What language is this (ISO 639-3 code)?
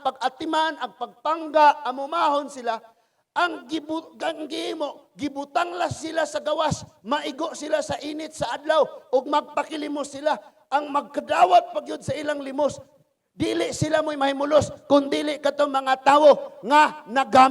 ceb